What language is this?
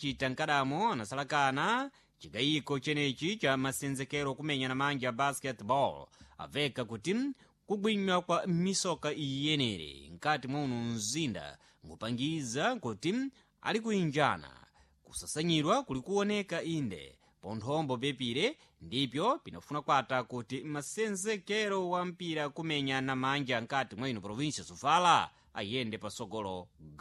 Sena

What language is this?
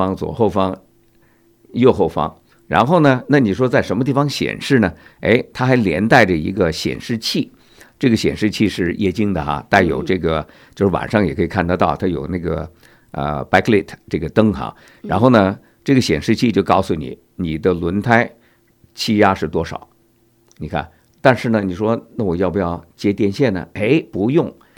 Chinese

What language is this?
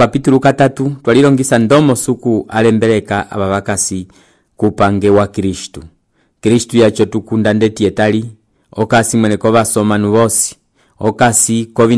Umbundu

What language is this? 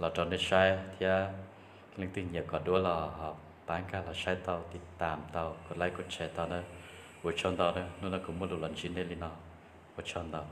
Hmong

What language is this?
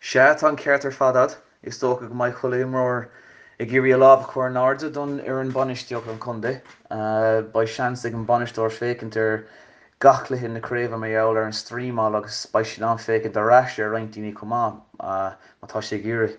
Irish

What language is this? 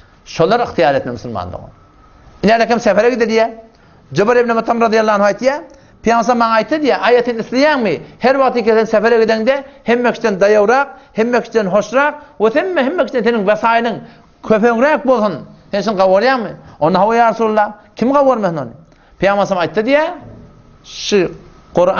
Turkmen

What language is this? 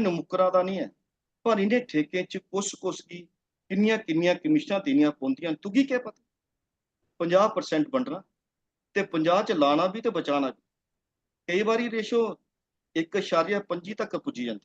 Dogri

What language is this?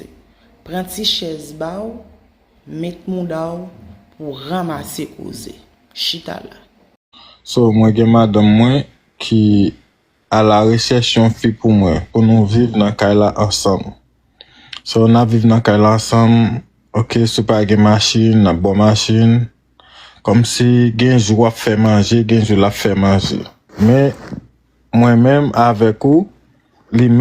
Haitian Creole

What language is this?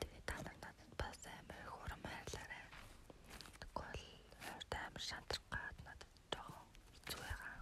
Mongolian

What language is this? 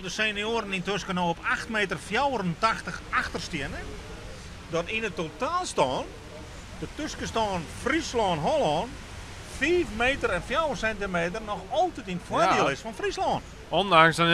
Western Frisian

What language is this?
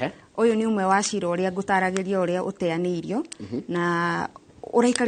Kikuyu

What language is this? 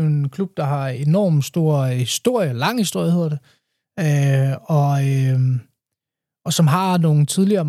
Danish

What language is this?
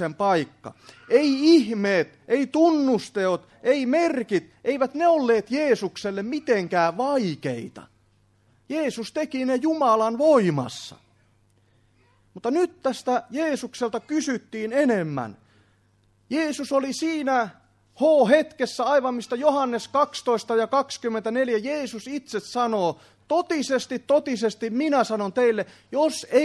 Finnish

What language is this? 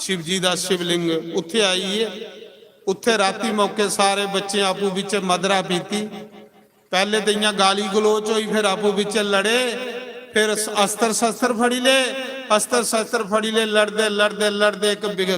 Dogri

